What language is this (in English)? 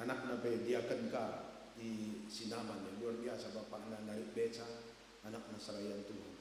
Batak Karo